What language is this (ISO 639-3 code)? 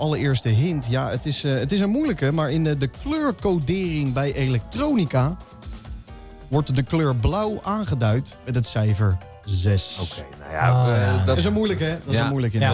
nld